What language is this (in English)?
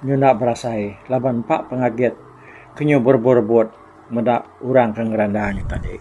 Iban